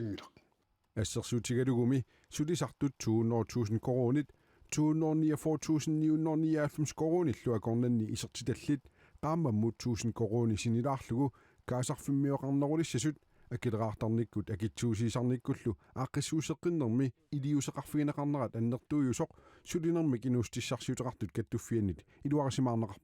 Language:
Kalaallisut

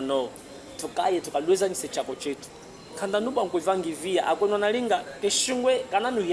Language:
Chokwe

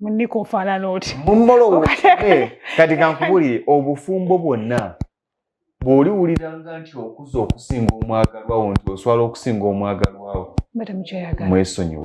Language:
Ganda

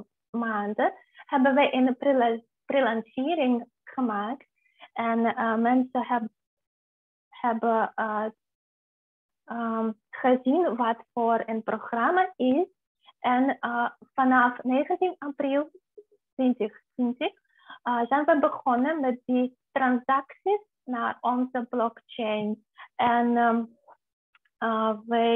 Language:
Dutch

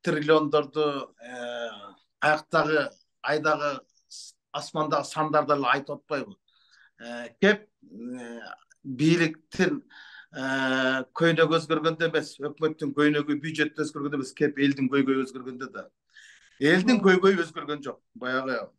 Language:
Kyrgyz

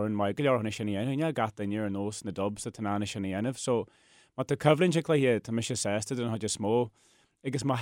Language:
Irish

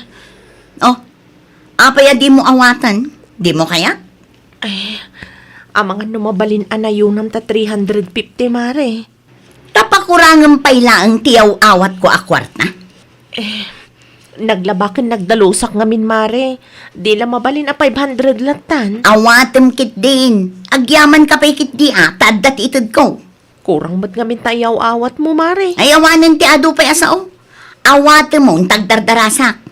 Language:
Iloko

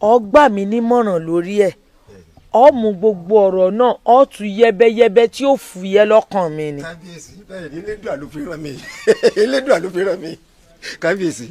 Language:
Yoruba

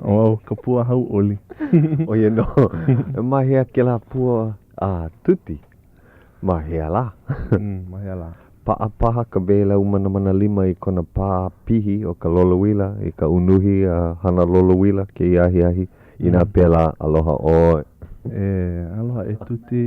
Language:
Hawaiian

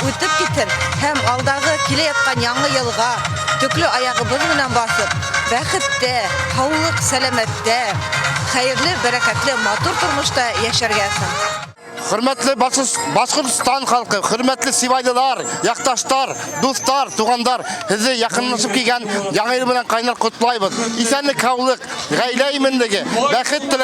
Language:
Bashkir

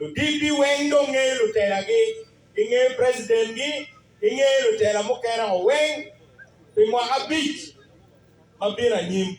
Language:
Acoli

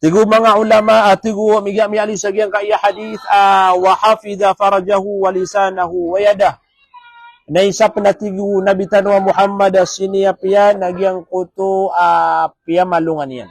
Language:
Maranao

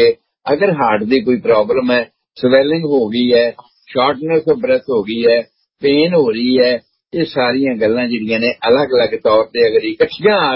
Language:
Punjabi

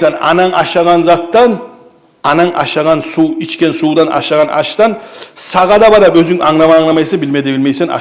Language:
Kumyk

